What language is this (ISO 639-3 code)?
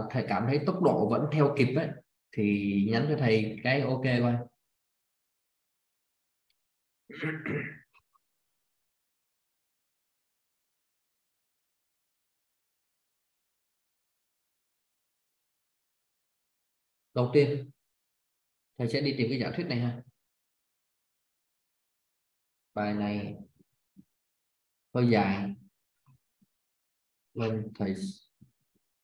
vie